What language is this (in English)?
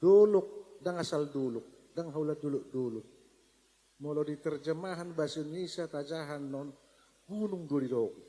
Batak Toba